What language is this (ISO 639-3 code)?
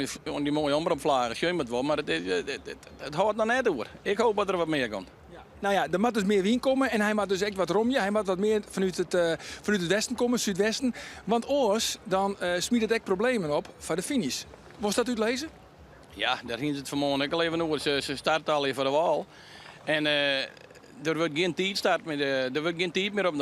fry